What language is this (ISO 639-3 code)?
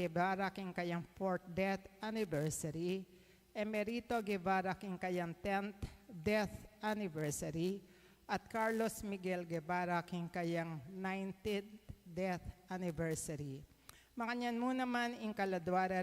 pam